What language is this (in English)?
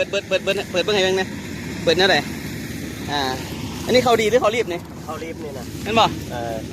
Lao